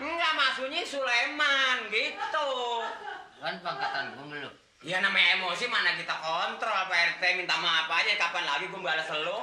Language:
Betawi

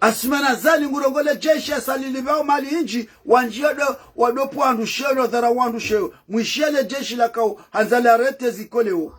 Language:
Ngazidja Comorian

